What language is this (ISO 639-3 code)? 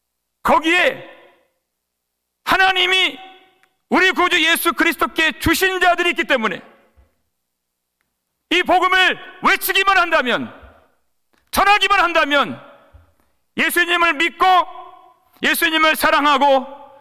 kor